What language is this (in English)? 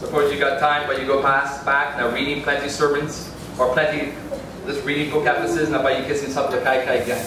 Tok Pisin